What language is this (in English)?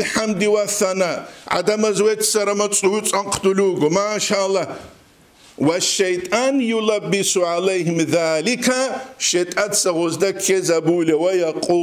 Avaric